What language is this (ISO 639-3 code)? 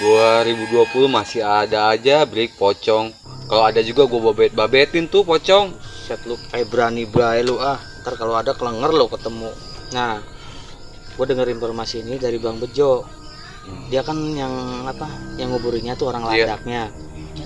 bew